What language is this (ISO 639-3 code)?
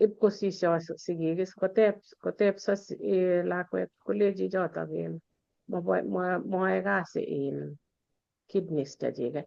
kln